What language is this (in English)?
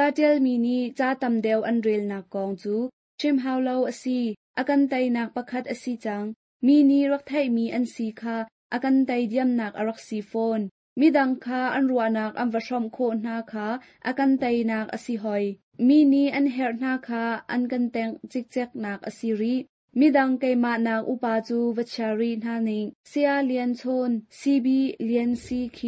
Hakha Chin